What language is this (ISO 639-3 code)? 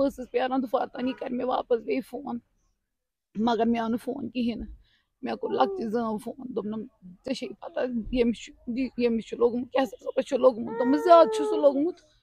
kas